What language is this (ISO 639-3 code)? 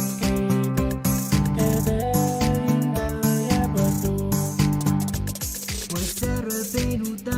pon